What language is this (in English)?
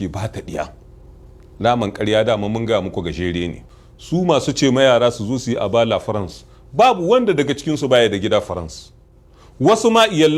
Hausa